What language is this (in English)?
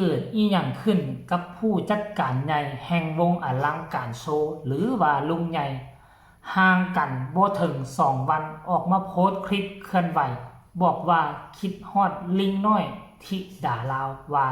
Northeastern Thai